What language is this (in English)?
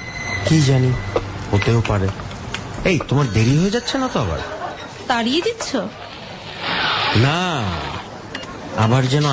Bangla